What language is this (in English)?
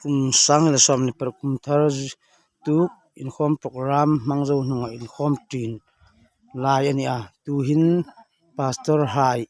Hmar